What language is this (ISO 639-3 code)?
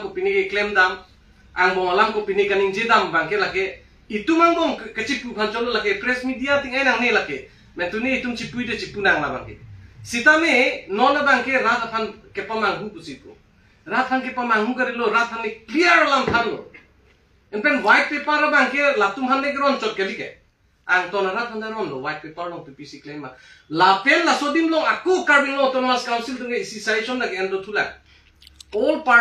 mjw